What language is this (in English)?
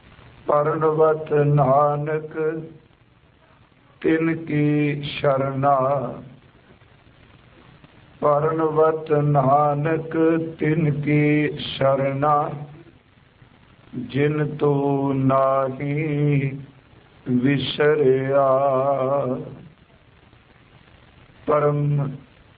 Punjabi